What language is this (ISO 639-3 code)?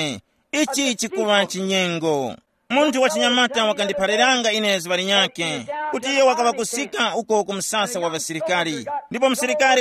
tum